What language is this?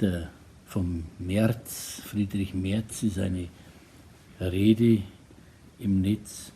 Bavarian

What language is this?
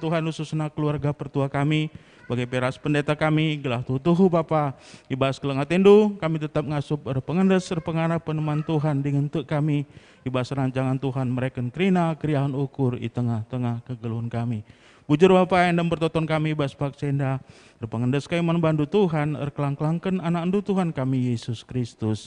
Batak Karo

